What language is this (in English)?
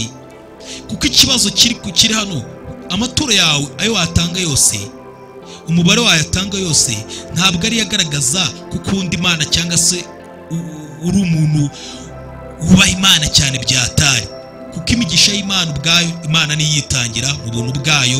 Kinyarwanda